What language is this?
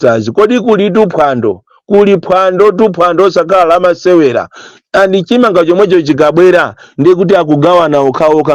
Nyanja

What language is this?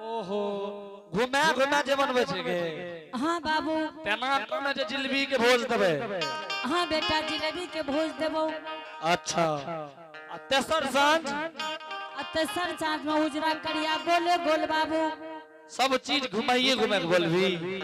Angika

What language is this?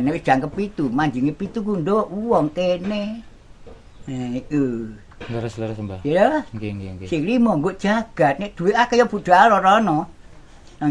Javanese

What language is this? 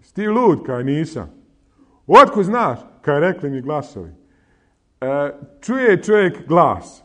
Bosnian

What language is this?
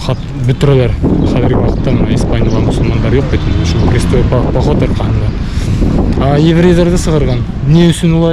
Bashkir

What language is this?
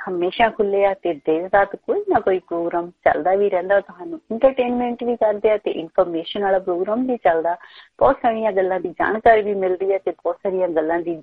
Punjabi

